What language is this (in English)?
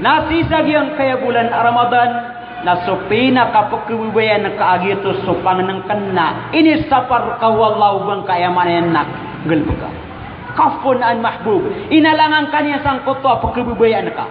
Maranao